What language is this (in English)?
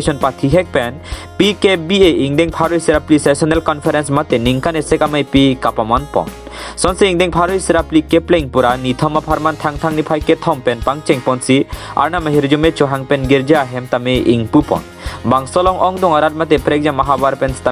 Karbi